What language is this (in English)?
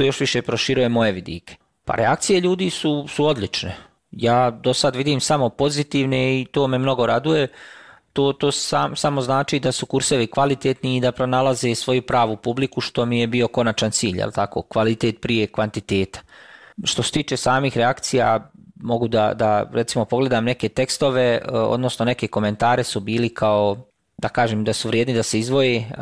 Bosnian